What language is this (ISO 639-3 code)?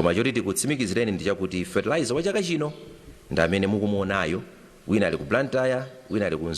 nya